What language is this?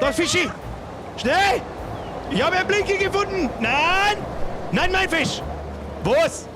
Bavarian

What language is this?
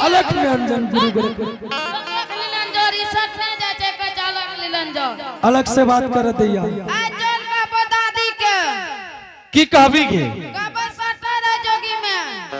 Angika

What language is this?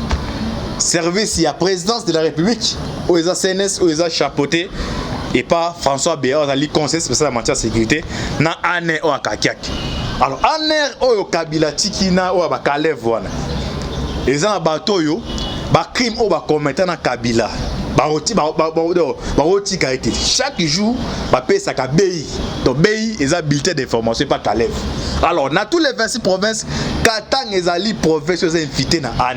Lingala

